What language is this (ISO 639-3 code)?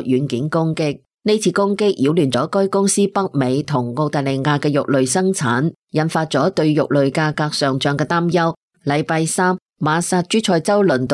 yue